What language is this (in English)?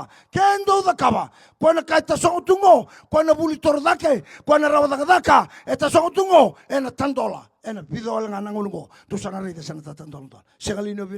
Fijian